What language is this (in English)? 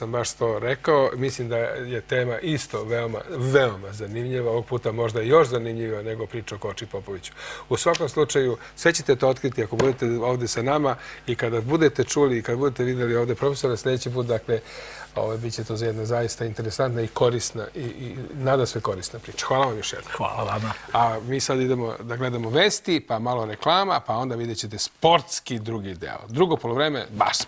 Serbian